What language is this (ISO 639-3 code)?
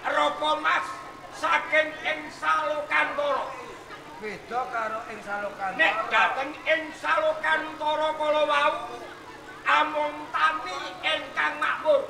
jav